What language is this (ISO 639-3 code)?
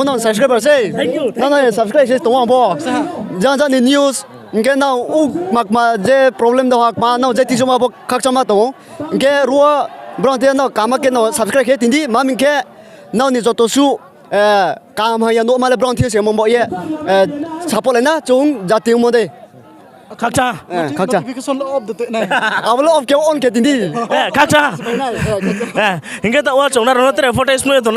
ria